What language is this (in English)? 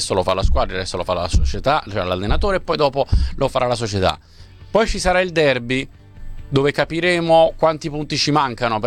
Italian